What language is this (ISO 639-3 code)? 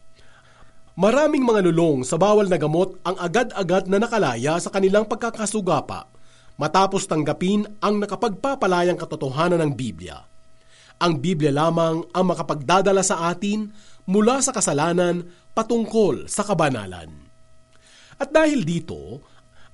fil